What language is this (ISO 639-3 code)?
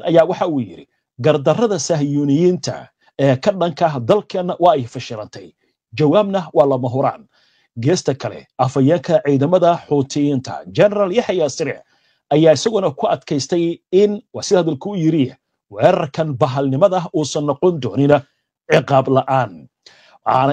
som